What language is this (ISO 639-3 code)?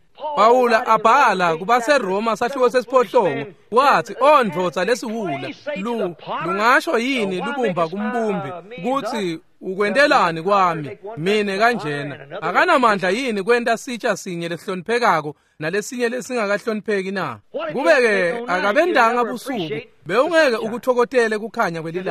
ssw